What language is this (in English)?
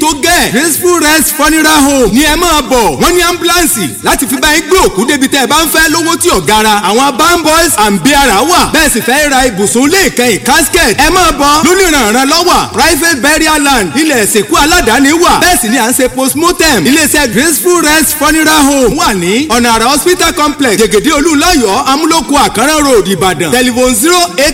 Yoruba